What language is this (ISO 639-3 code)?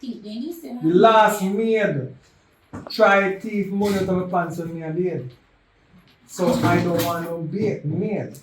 jam